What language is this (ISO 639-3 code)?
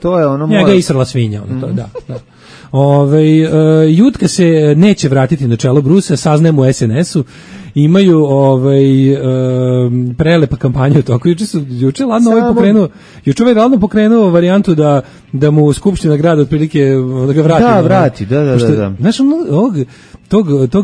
srp